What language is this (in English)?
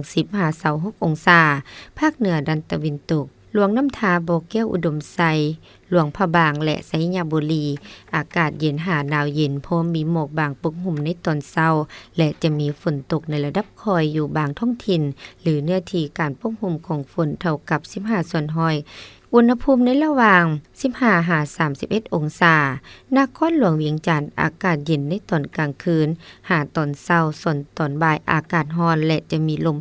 Lao